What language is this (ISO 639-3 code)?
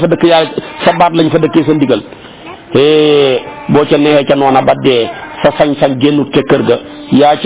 wol